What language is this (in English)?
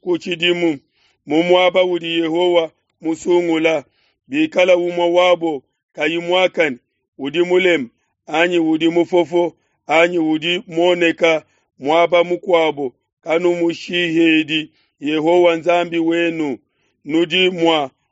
Luba-Lulua